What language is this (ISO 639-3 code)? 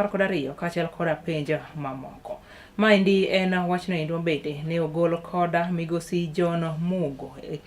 luo